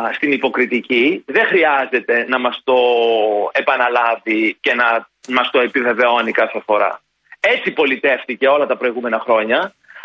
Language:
Greek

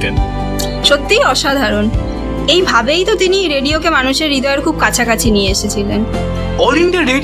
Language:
Bangla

